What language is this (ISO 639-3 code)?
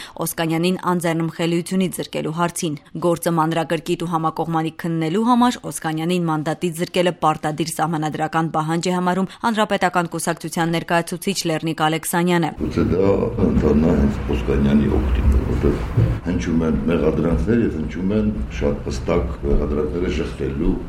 hye